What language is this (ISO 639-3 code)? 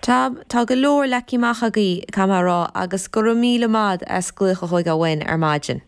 gle